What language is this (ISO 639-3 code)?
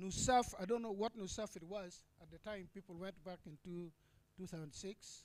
ach